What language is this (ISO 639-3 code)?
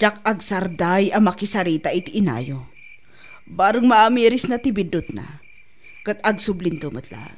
ilo